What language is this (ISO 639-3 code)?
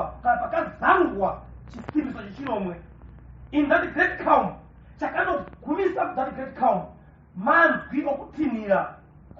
sna